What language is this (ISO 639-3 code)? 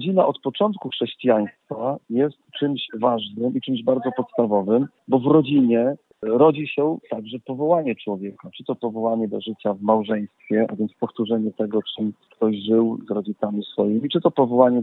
pol